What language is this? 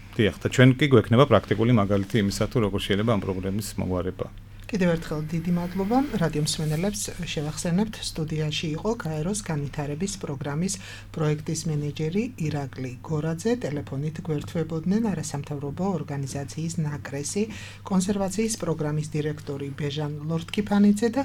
Georgian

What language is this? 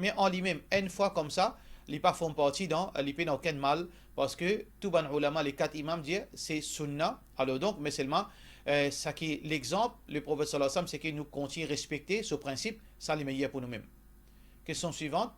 Morisyen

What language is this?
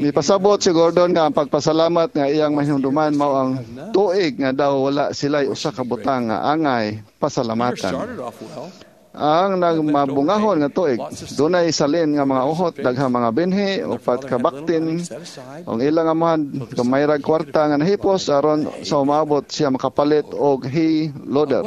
Cebuano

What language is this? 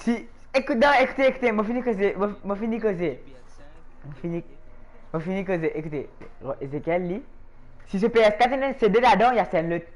Morisyen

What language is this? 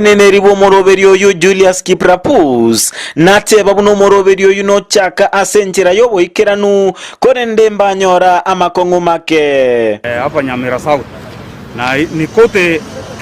Gusii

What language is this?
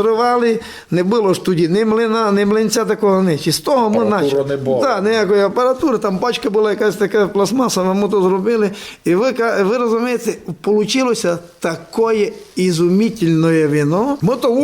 Rusyn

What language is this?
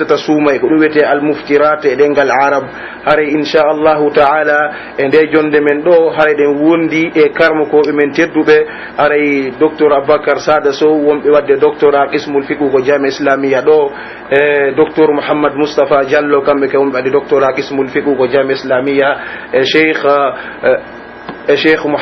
Pular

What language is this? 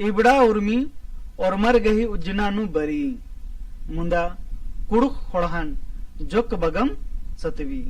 Kurukh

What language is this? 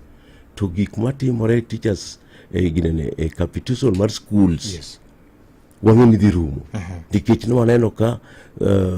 Luo (Kenya and Tanzania)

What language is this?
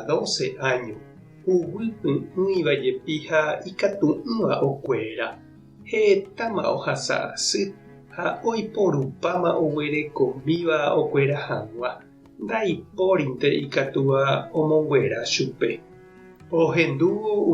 Guarani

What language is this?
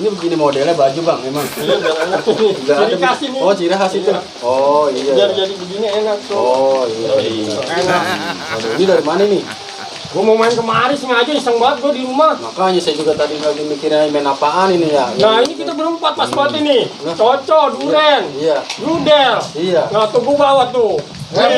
Betawi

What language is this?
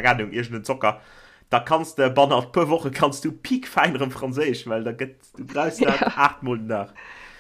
Luxembourgish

